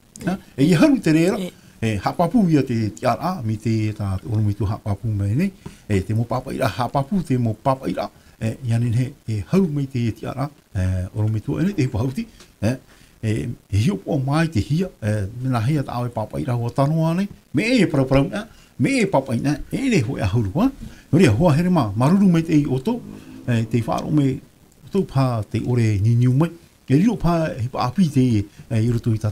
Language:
Tahitian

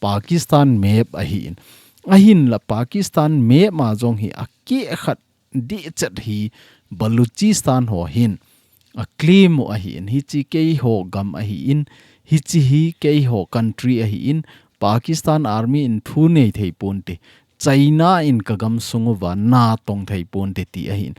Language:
Thado Chin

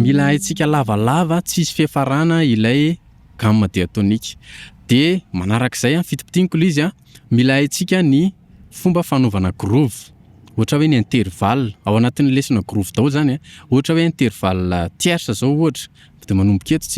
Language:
Malagasy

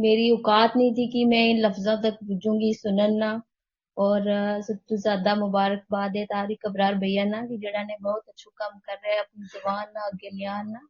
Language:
Gujari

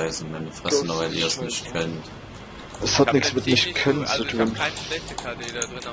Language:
German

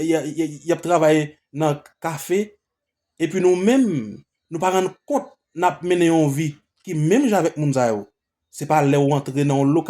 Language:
Haitian Creole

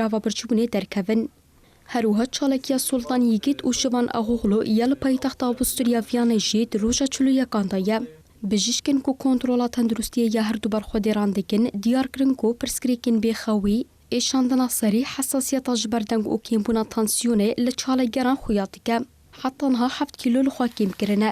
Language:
Kurdish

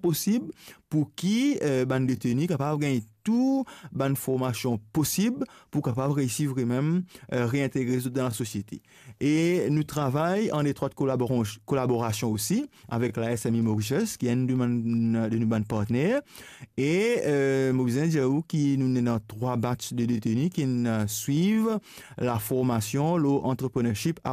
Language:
Morisyen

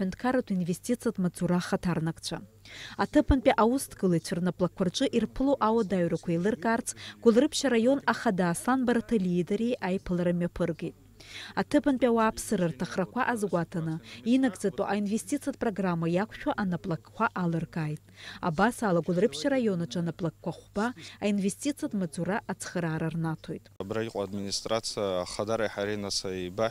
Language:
Abkhazian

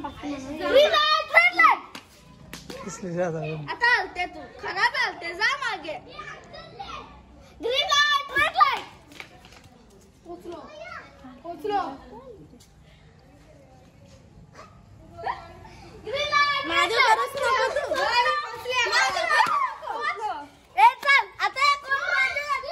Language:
Marathi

